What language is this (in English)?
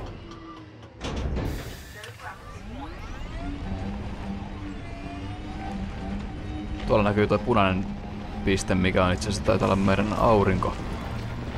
Finnish